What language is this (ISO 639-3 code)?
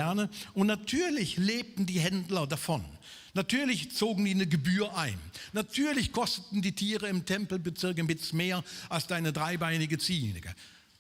gsw